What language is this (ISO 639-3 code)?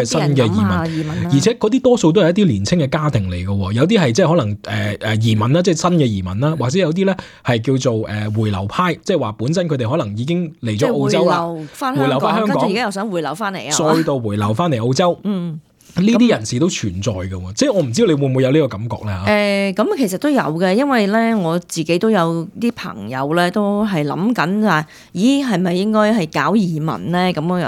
yue